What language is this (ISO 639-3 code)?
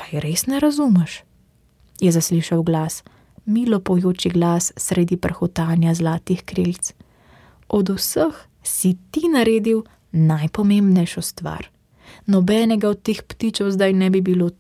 slv